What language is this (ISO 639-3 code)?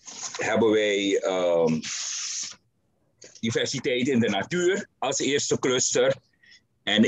nld